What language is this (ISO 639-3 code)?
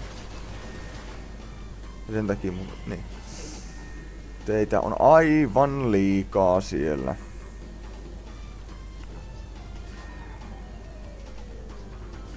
fin